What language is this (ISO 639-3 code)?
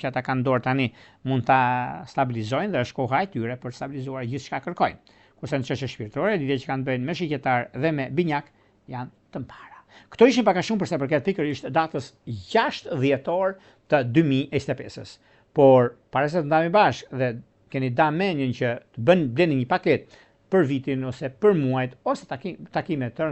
sqi